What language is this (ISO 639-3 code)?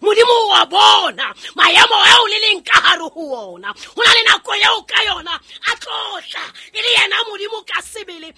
sot